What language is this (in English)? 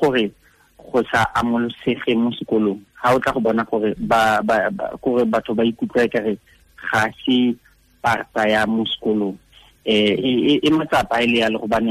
Tswana